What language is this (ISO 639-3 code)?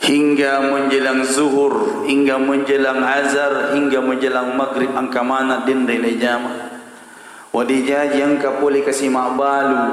bug